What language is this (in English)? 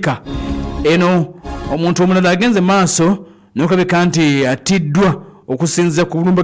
Ganda